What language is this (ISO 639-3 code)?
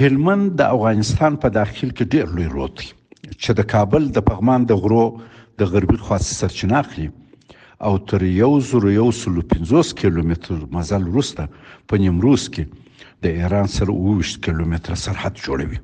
pus